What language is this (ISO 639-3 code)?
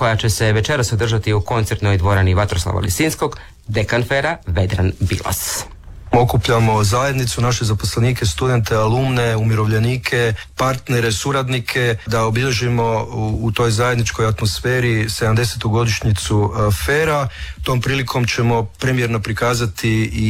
hrv